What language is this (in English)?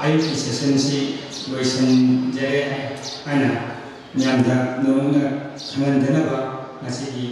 Manipuri